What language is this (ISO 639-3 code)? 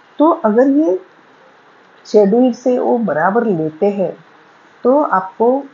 hin